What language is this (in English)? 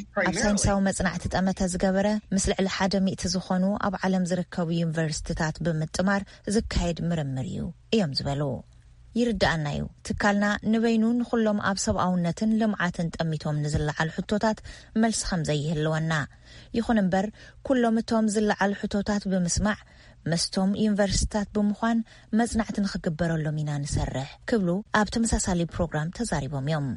Tigrinya